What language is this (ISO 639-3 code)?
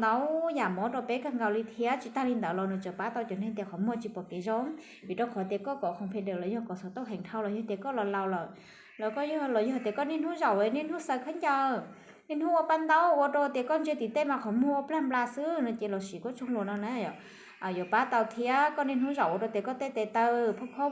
hmn